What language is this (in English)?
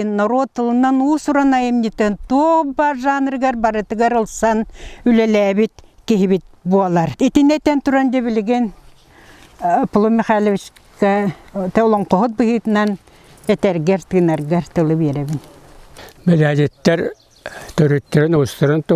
Yakut